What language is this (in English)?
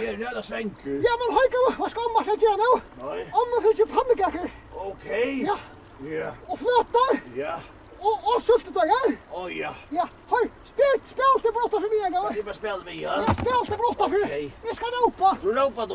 Faroese